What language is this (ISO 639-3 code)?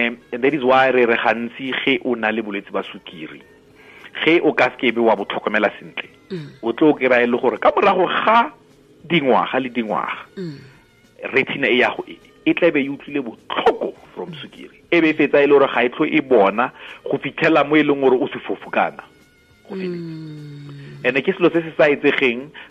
tsn